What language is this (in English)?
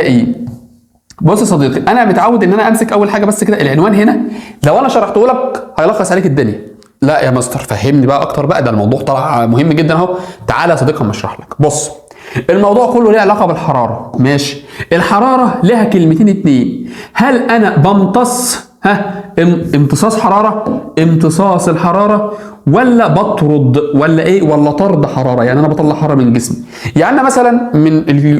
Egyptian Arabic